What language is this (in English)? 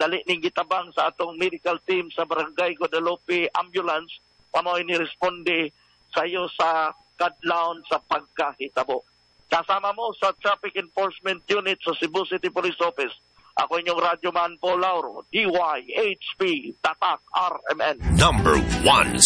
Cebuano